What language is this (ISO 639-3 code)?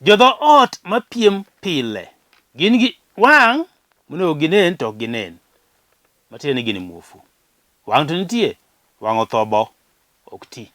luo